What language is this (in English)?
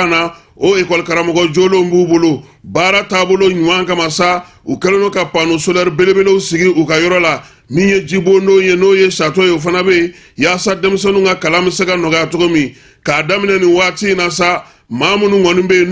Bambara